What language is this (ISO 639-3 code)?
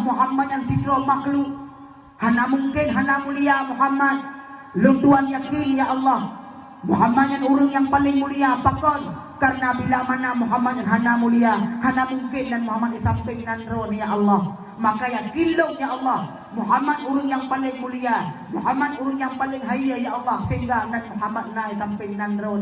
ace